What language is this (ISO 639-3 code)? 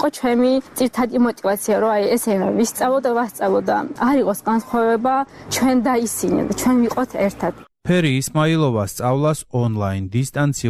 kat